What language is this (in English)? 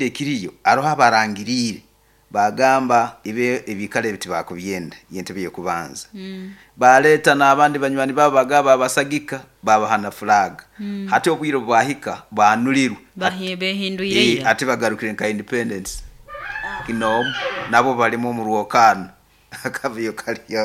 Nyoro